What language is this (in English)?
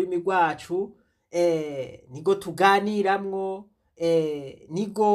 Rundi